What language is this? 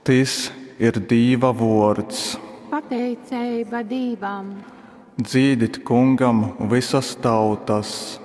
Latgalian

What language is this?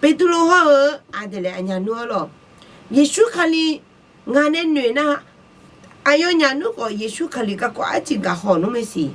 Akha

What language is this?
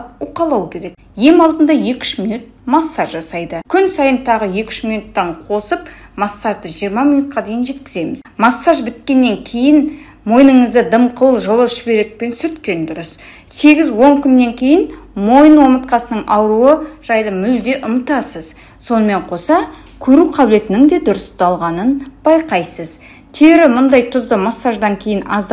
Kazakh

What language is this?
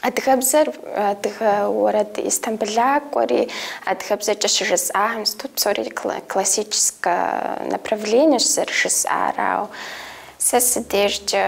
Kabardian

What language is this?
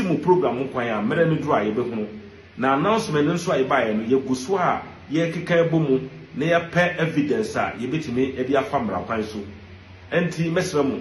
Akan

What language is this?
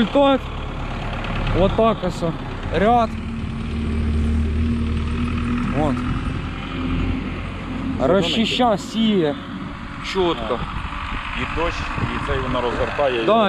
Ukrainian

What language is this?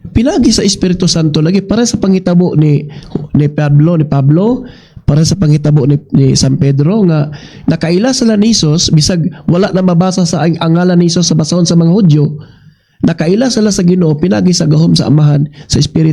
Cebuano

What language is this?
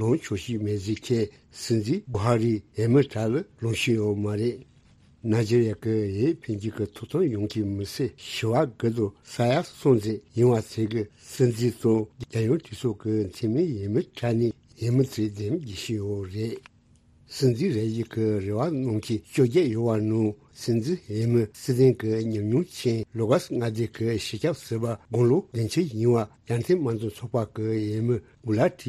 Tibetan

